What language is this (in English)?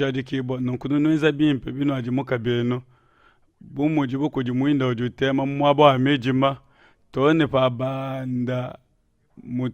Luba-Lulua